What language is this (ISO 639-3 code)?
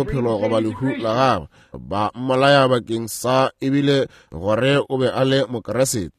nso